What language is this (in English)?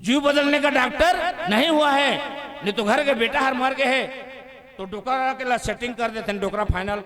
Chhattisgarhi